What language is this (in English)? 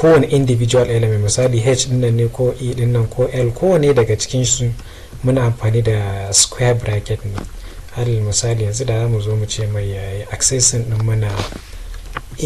Hausa